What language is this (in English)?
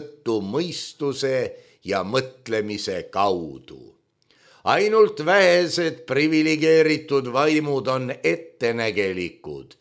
Estonian